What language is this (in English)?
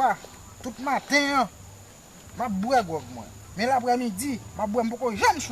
Haitian Creole